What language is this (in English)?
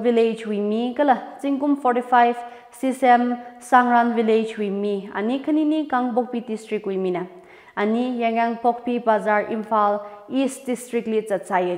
Tangkhul Naga (India)